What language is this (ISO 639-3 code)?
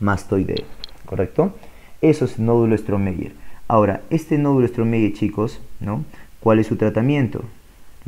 spa